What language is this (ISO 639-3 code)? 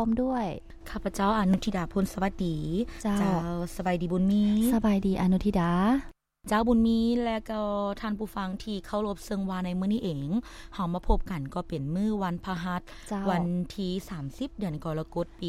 lao